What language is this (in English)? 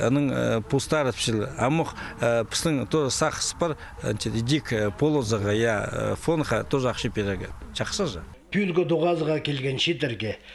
Khakas